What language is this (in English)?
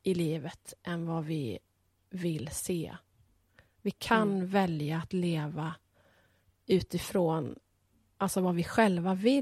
Swedish